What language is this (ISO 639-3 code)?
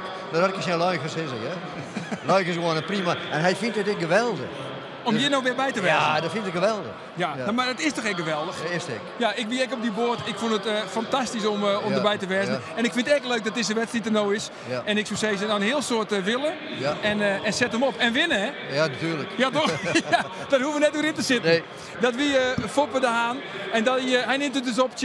fry